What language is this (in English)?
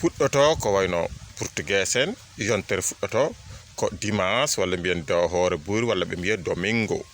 Fula